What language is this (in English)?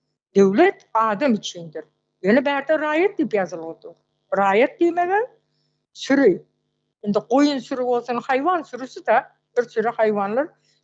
Turkmen